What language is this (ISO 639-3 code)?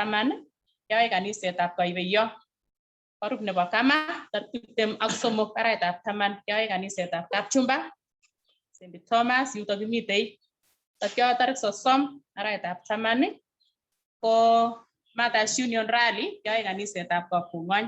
kln